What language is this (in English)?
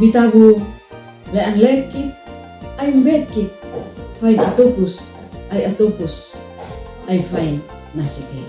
Uab Meto